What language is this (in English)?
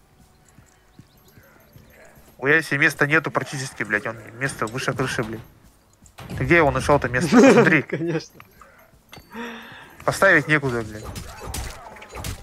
Russian